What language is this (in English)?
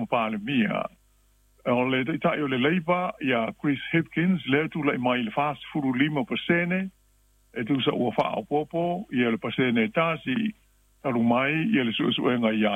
Samoan